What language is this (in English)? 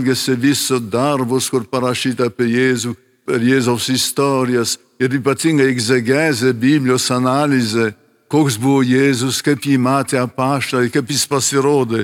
Lithuanian